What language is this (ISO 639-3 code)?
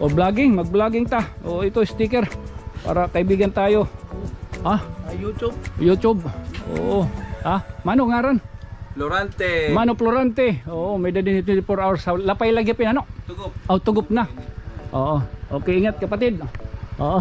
war